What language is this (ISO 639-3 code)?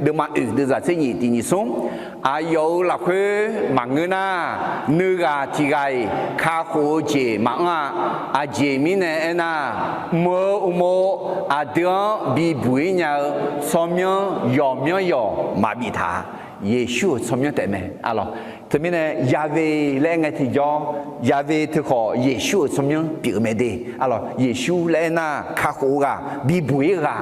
ahk